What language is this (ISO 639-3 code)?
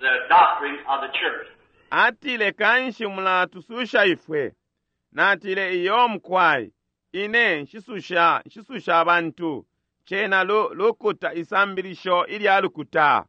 bem